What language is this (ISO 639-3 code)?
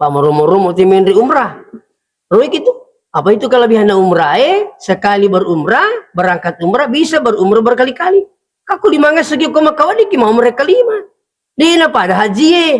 bug